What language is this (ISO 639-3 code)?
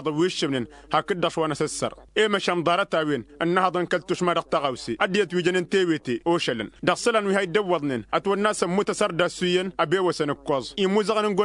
taq